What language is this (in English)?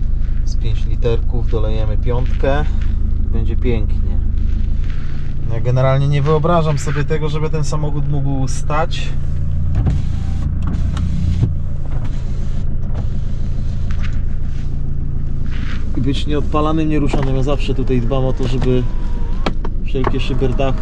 Polish